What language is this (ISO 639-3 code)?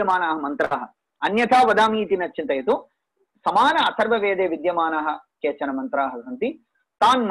san